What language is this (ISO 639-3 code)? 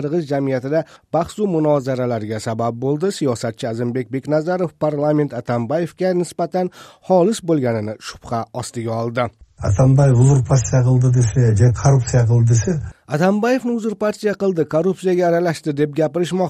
uzb